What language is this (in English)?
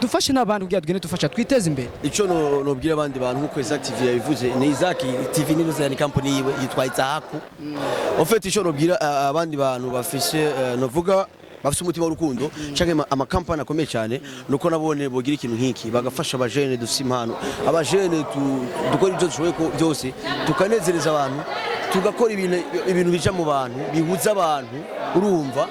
Rundi